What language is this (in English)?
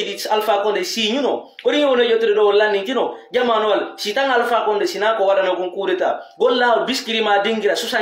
Fula